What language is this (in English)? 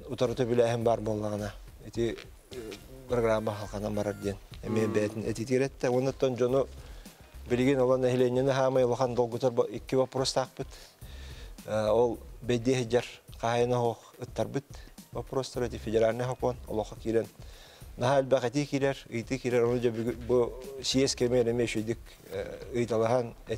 Yakut